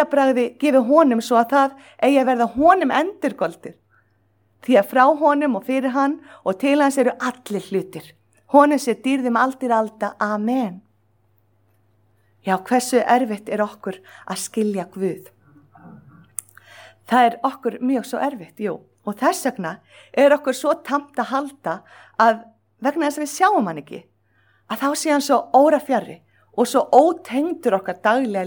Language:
Icelandic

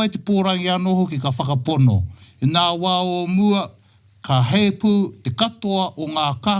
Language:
Māori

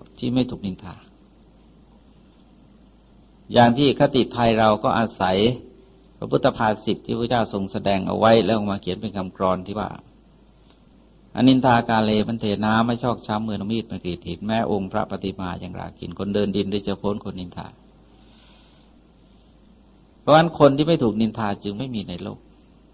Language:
Thai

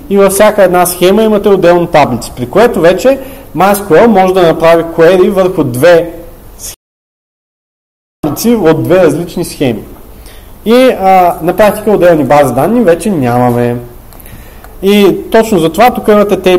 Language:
Bulgarian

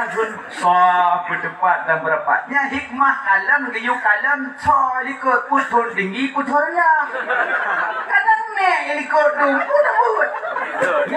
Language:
Achinese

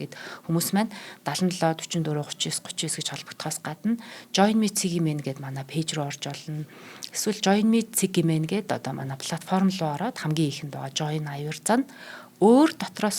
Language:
Mongolian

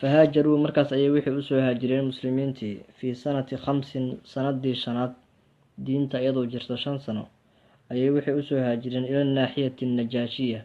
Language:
Somali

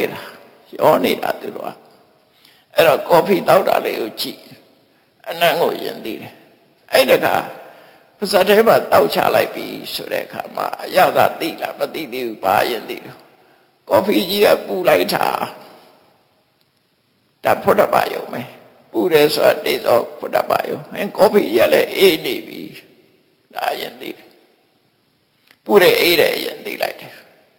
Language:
Burmese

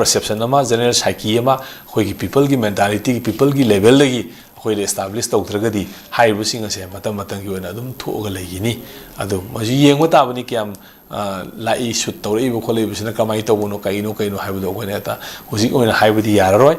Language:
Manipuri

